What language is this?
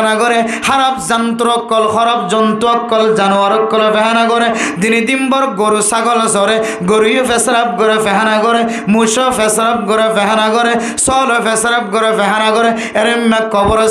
Rohingya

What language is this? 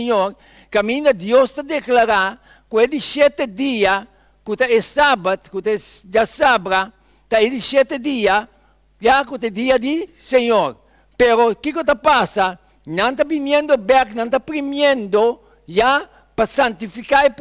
Papiamento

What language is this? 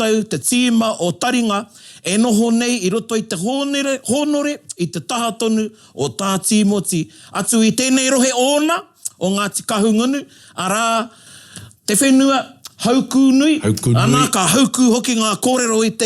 Māori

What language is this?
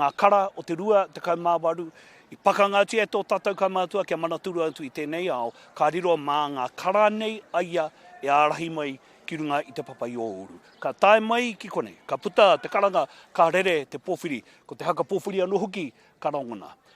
Māori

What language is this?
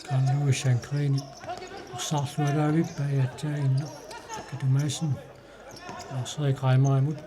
Kalaallisut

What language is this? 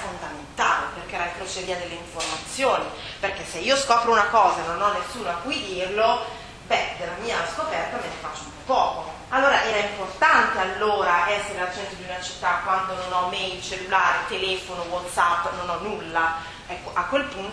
Italian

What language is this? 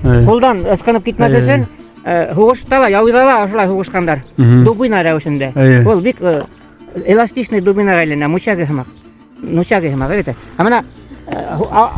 Bashkir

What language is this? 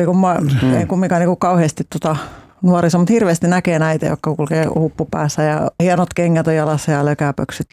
Finnish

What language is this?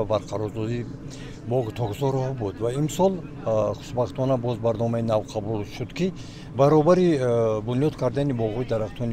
Tajik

